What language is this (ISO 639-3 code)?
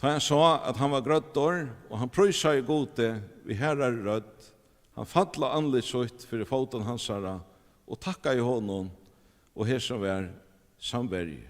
fao